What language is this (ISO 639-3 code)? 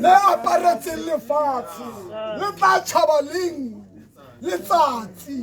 tsn